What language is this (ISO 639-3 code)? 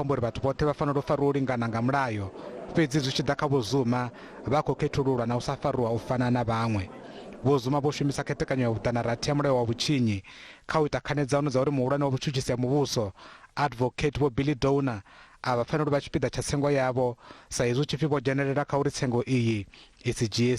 ven